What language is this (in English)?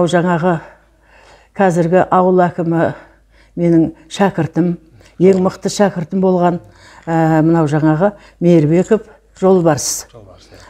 Kazakh